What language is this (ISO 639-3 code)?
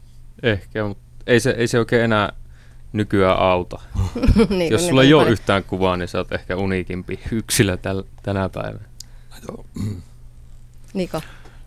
fin